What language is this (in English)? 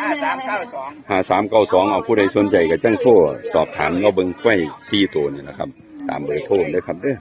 Northeastern Thai